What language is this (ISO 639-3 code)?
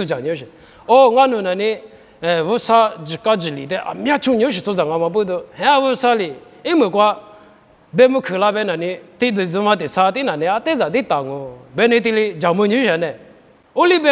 lis